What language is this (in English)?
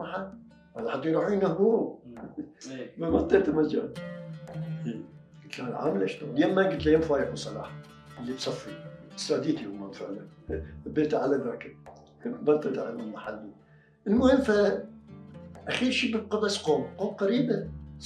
Mesopotamian Arabic